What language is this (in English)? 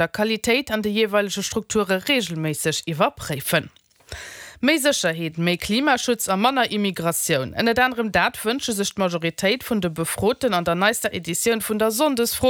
Luxembourgish